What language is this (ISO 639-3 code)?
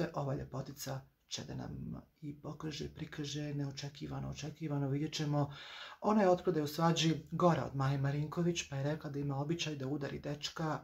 hrv